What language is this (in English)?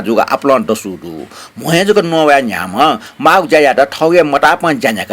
Newari